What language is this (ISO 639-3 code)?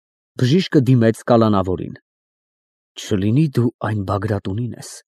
hye